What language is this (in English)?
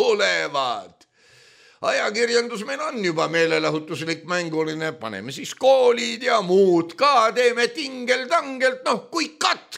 Estonian